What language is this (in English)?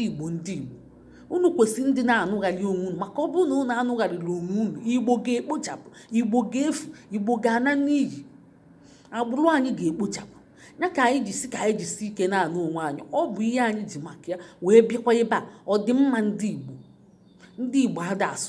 Igbo